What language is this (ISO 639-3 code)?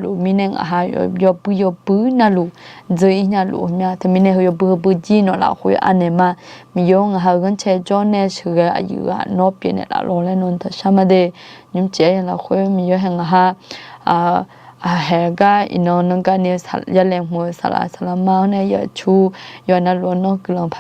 ahk